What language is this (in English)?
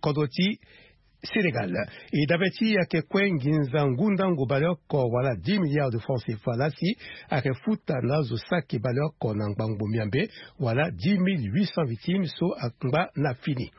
Sango